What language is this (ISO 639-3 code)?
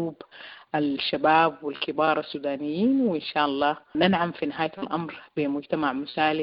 apd